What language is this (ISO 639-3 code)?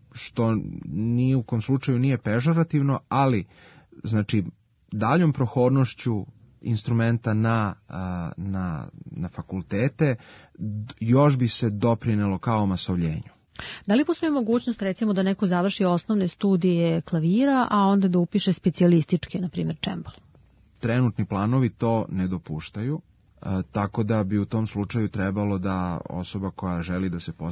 srp